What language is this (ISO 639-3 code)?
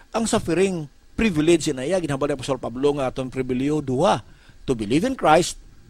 hil